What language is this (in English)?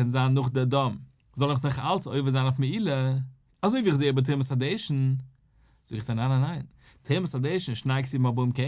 Yiddish